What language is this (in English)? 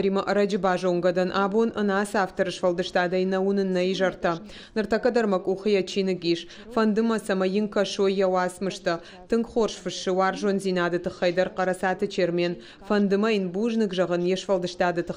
Ossetic